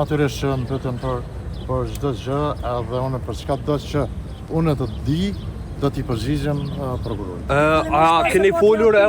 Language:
Albanian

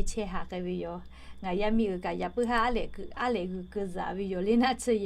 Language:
Lahu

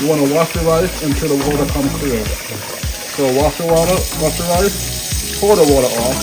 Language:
Jamaican Creole English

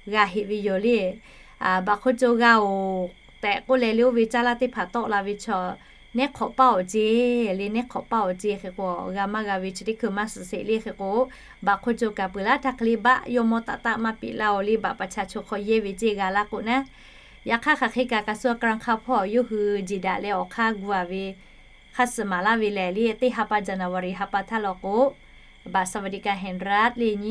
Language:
Lahu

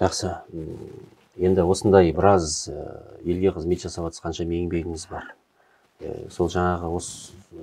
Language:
Kazakh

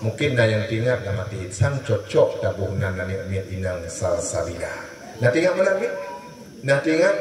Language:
Achinese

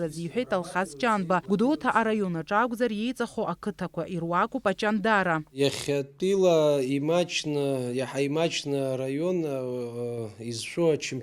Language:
Abkhazian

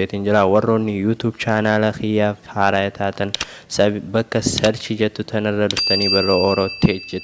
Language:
Oromo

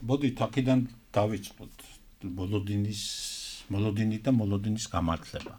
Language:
Georgian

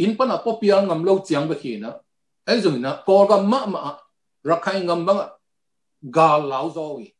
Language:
Tedim Chin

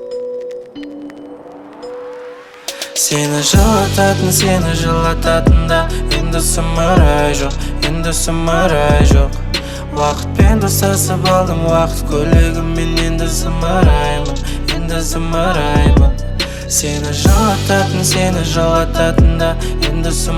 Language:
Kazakh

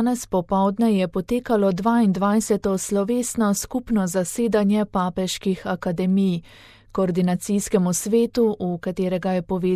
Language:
Slovenian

